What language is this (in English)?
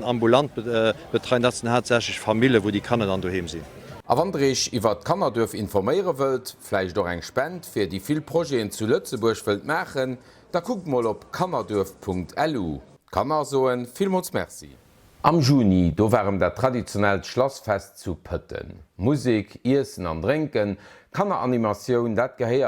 Luxembourgish